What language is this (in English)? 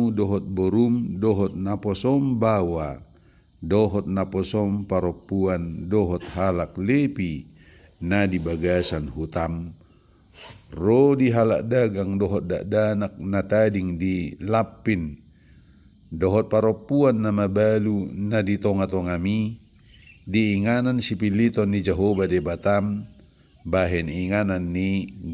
Batak Toba